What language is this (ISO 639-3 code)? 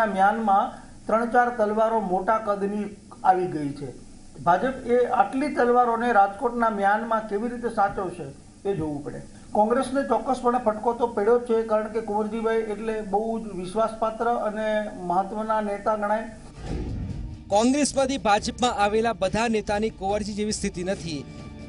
guj